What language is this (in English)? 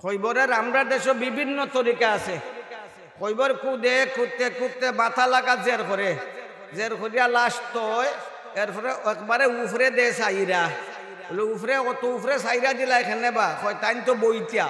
Sylheti